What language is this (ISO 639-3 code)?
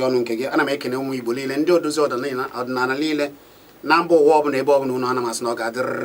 ibo